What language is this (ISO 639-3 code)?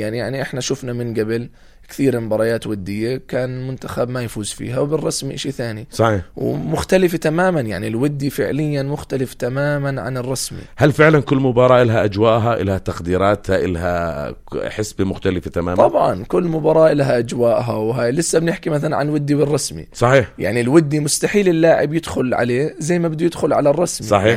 apc